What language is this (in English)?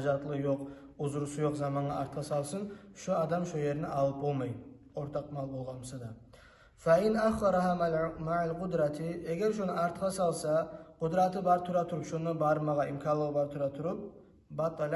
Kumyk